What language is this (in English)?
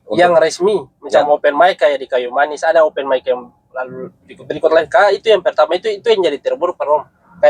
Ambonese Malay